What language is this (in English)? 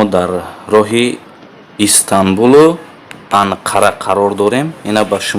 Tajik